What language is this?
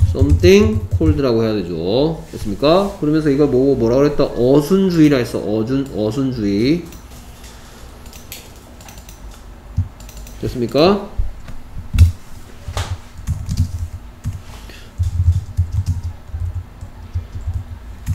Korean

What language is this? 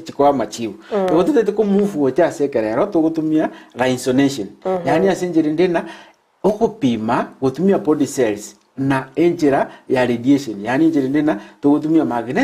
Gusii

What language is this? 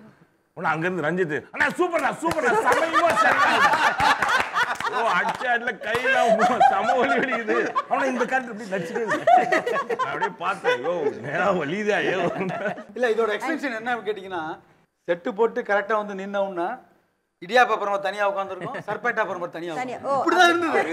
Tamil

